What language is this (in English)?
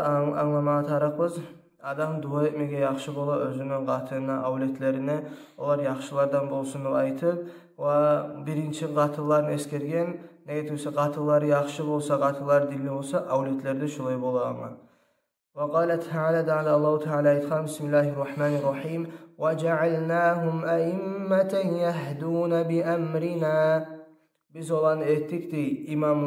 Kumyk